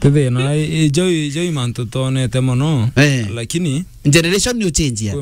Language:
Meru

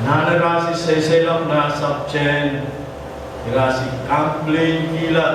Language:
Pohnpeian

